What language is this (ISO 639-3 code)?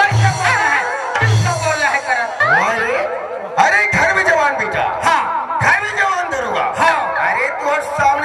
hne